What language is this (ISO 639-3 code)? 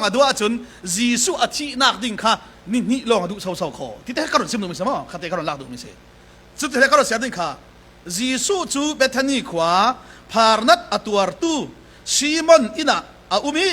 cfm